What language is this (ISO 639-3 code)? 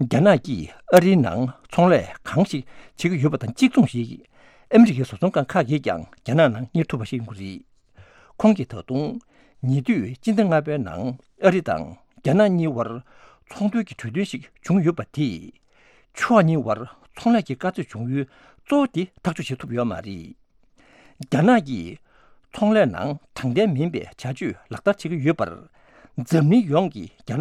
bod